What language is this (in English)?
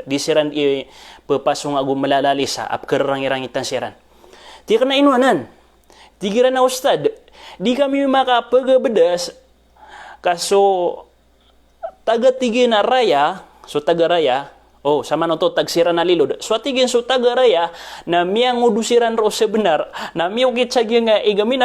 Maranao